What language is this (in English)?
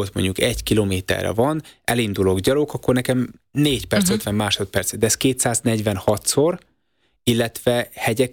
Hungarian